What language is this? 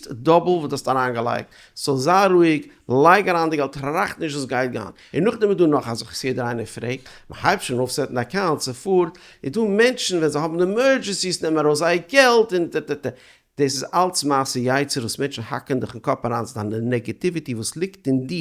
Yiddish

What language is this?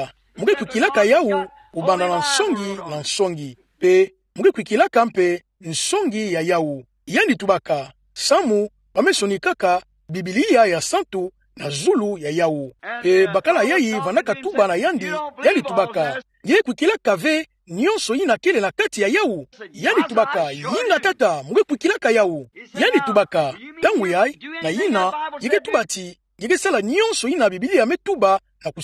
Kituba (Democratic Republic of Congo)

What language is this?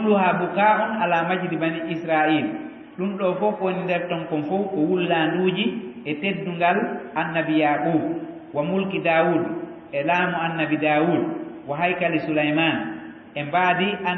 Fula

